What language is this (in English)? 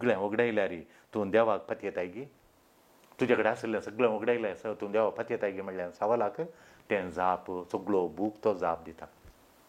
Konkani